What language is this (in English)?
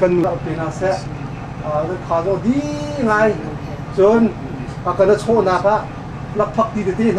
Hakha Chin